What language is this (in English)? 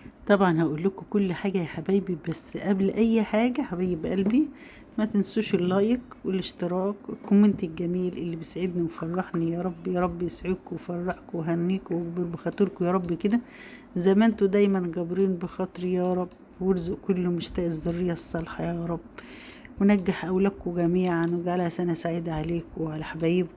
Egyptian Arabic